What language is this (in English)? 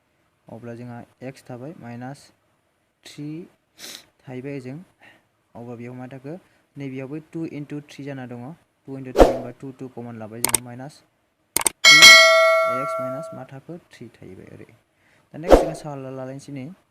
Bodo